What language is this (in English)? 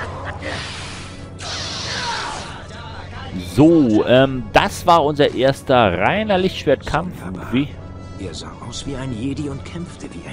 German